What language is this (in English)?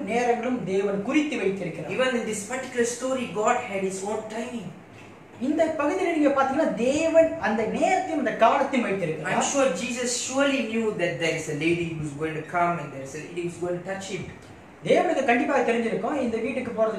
Tamil